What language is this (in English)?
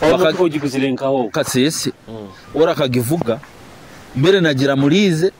Nyoro